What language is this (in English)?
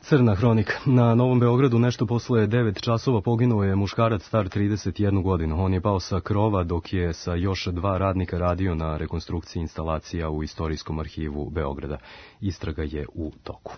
Serbian